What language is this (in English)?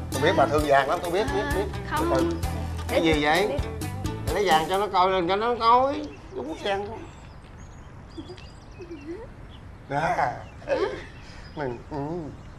Vietnamese